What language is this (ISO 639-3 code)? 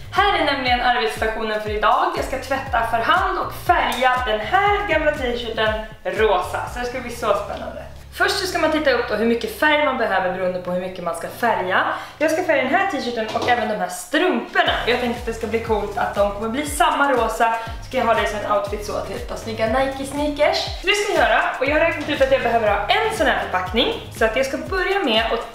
swe